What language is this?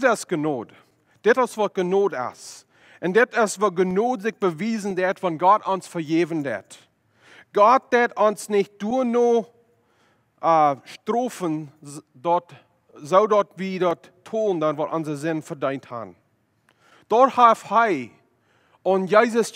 Plautdietsch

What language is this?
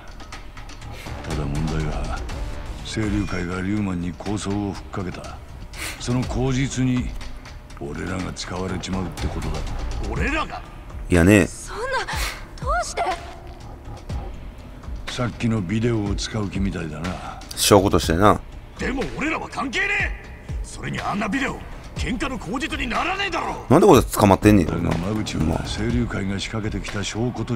Japanese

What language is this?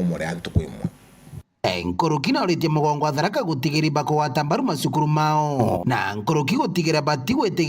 Meru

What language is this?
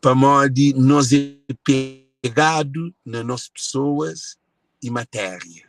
Kabuverdianu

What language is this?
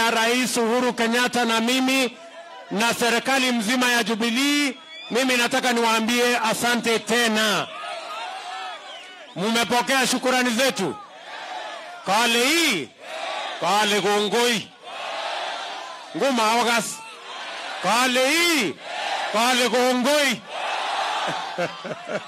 Swahili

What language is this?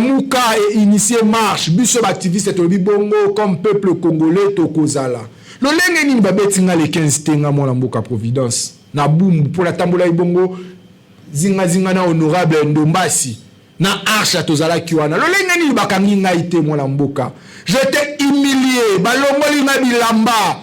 Lingala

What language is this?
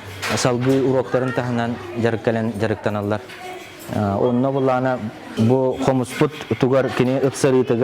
Yakut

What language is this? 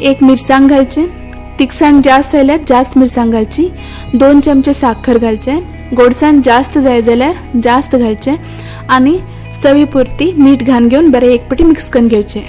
Konkani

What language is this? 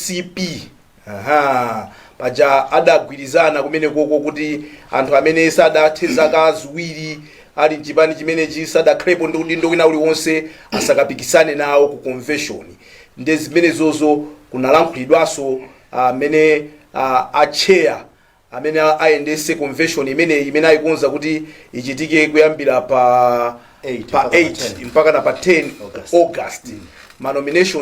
Nyanja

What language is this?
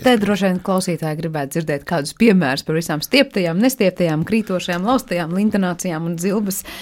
Latvian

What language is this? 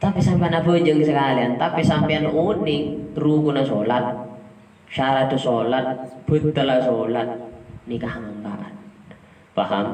Madurese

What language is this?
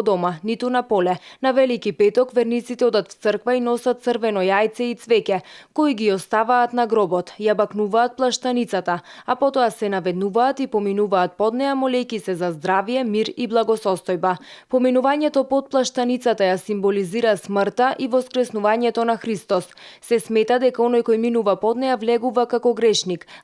Macedonian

